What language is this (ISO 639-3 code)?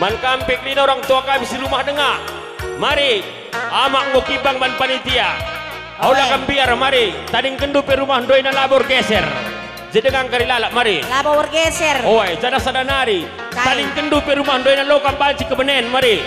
btx